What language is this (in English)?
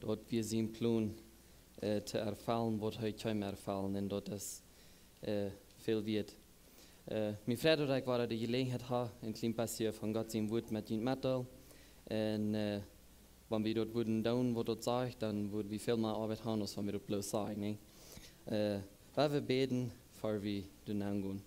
Plautdietsch